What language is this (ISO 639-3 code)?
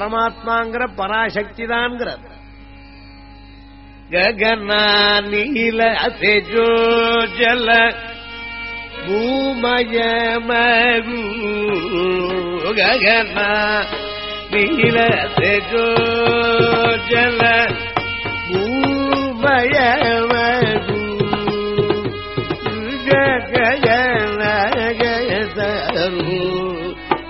tam